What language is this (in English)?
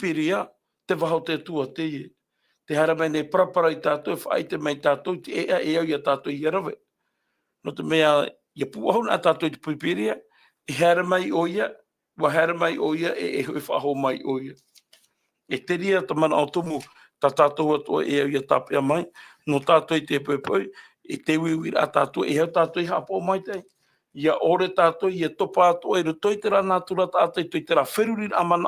Tahitian